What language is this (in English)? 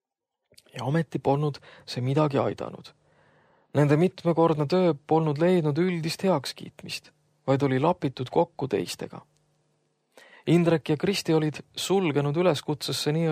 Estonian